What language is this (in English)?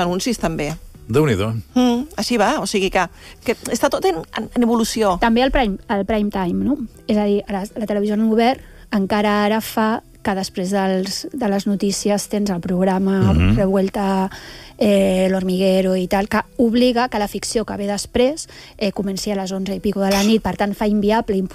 Catalan